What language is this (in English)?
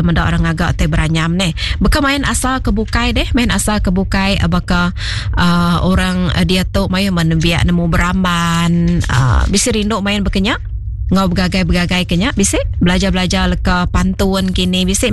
Iban